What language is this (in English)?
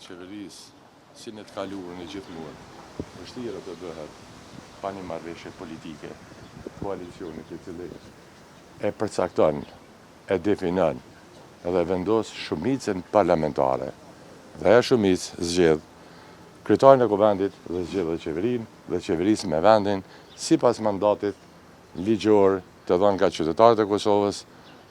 Albanian